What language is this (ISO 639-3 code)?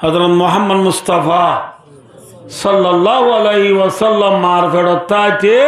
rhg